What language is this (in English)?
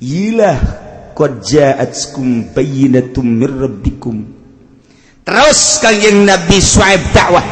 Sundanese